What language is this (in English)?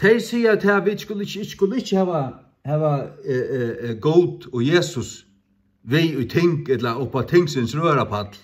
Faroese